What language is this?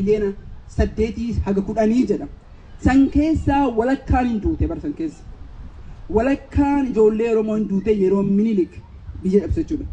Oromo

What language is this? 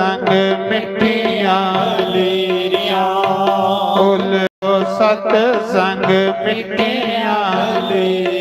Dogri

